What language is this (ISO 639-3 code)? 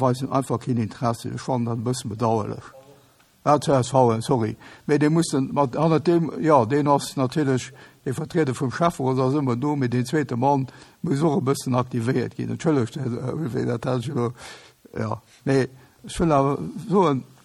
ltz